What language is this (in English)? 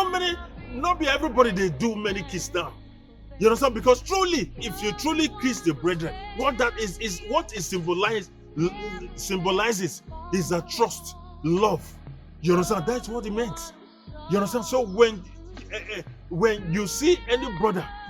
Nigerian Pidgin